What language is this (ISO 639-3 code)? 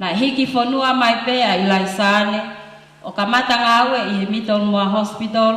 ton